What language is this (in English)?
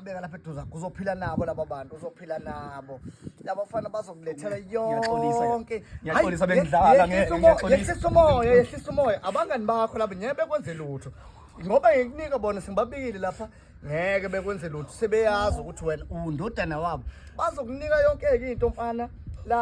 Zulu